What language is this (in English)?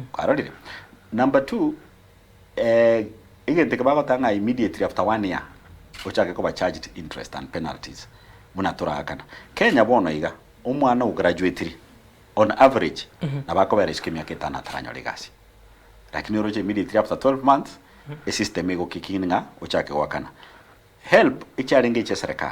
Gusii